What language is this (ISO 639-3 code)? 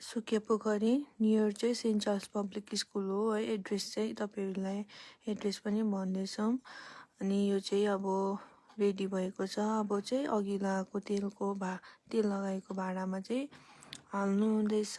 nep